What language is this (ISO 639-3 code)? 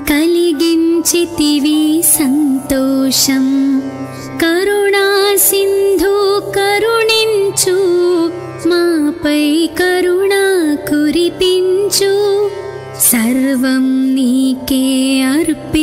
tel